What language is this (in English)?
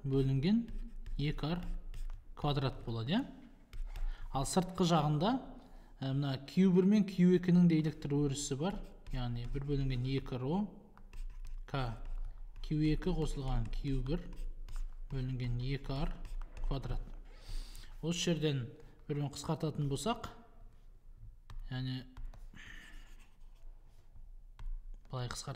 Kazakh